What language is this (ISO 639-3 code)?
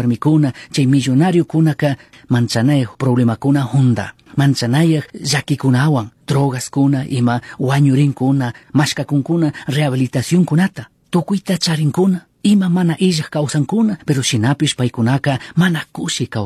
qug